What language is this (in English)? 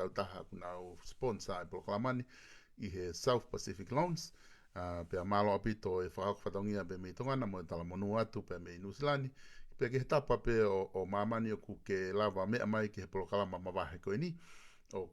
Tongan